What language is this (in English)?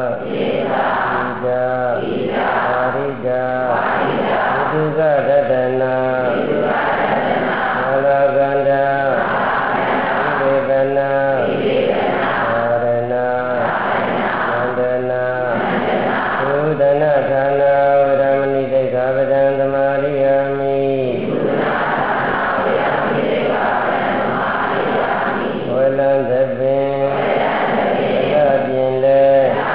Burmese